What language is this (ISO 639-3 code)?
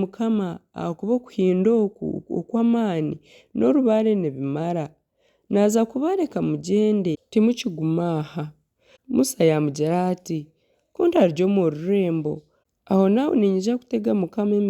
nyn